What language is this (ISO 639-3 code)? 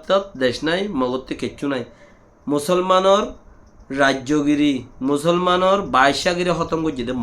rhg